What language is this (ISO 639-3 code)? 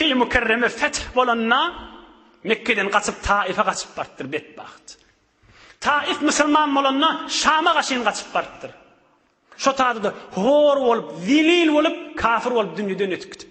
tuk